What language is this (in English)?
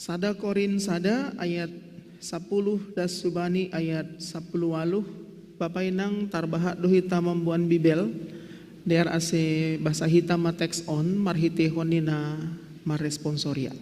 Batak Simalungun